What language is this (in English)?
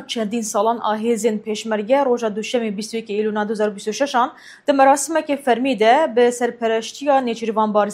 Kurdish